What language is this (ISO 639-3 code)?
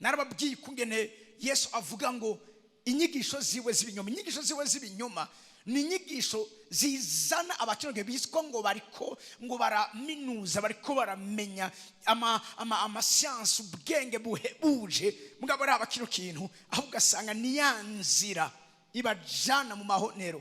run